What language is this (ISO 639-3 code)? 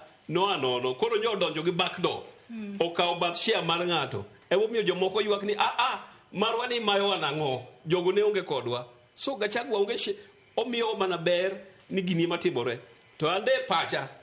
luo